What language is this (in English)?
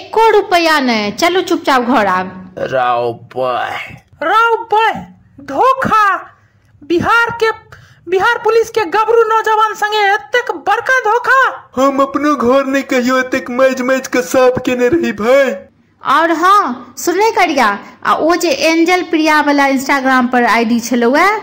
Maithili